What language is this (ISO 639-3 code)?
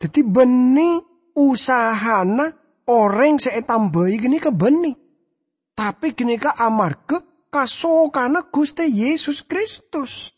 mad